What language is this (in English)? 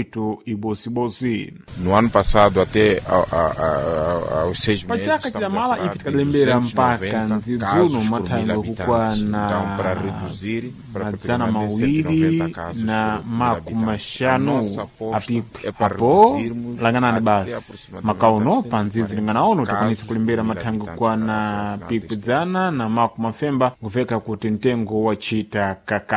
Sena